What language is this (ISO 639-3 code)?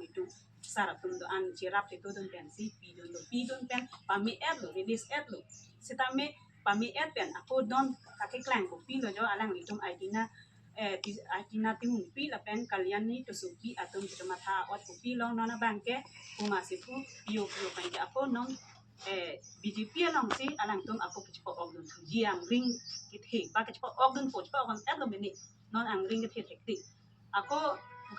mjw